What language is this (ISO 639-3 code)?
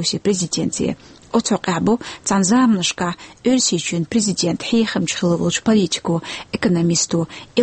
che